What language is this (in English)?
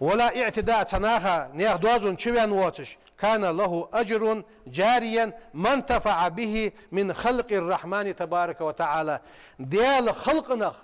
Ingush